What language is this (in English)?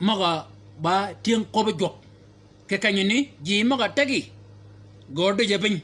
Shilluk